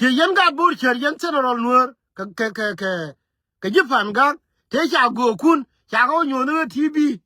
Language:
Nuer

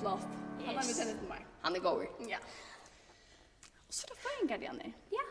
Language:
Faroese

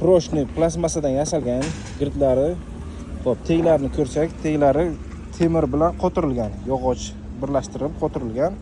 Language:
Uzbek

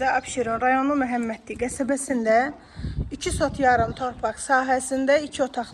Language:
Azerbaijani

